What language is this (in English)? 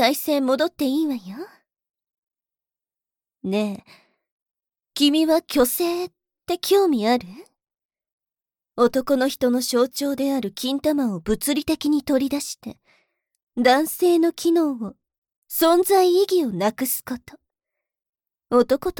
Japanese